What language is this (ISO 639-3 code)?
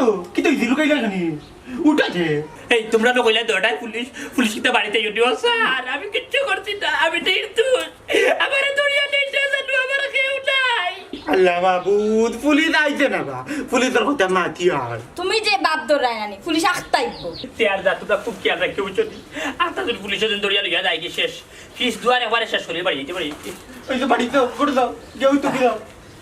syl